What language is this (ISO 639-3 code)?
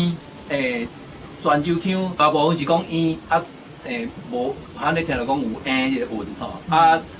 nan